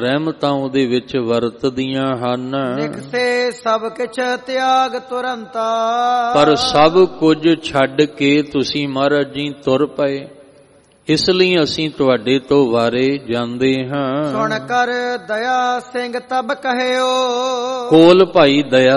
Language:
Punjabi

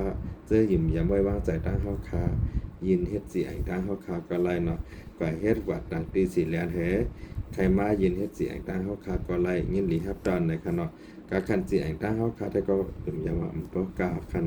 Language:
Shan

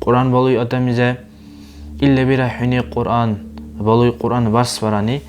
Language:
Dargwa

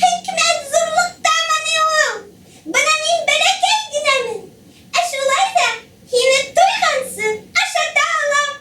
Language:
Bashkir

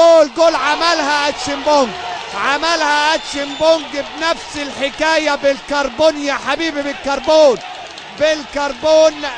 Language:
Egyptian Arabic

